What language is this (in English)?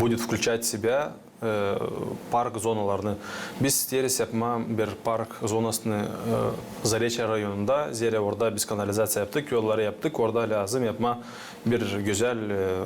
Gagauz